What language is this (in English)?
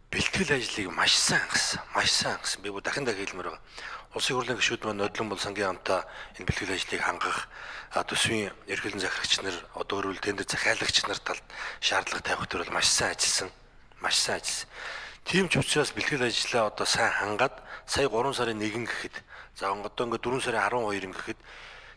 Mongolian